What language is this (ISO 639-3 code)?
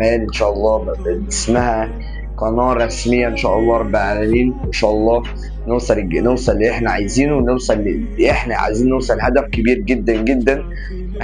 arz